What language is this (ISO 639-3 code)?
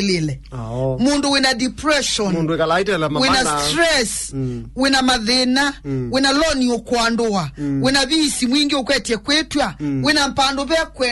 kam